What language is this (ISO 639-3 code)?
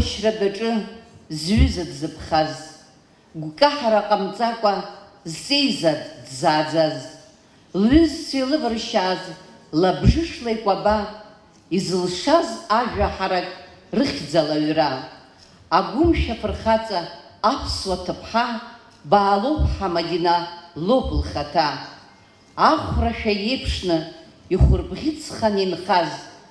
abk